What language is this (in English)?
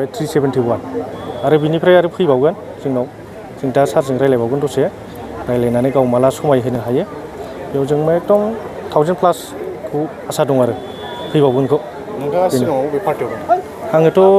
Bodo